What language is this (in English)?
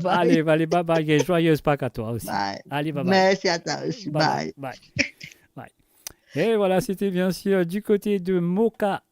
Morisyen